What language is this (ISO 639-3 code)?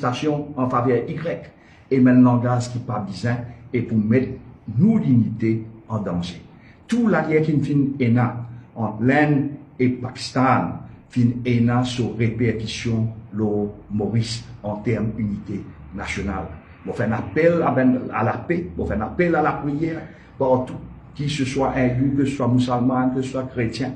mfe